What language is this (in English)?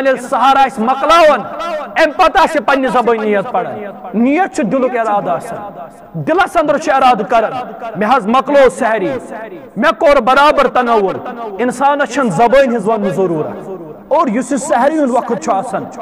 Kashmiri